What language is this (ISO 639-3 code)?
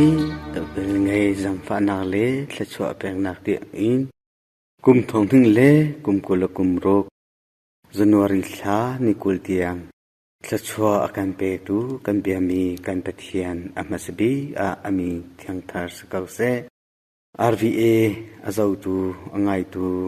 cnh